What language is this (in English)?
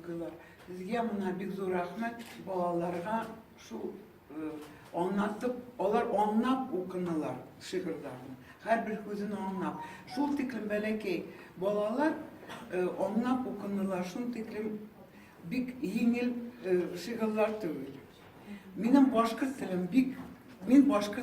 Bashkir